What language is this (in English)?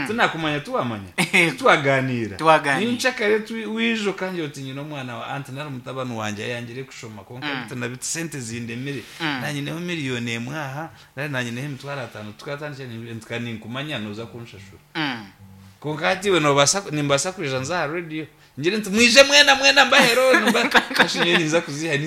Nyankole